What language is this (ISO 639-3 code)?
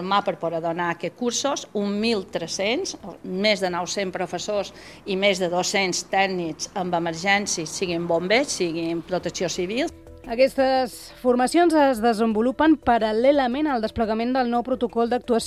cat